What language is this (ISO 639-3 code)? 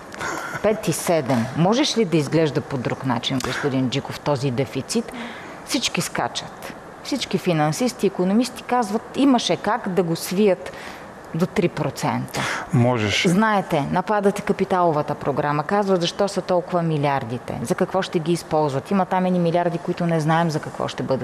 bul